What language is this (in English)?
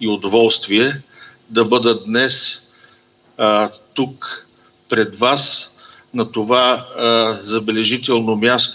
Bulgarian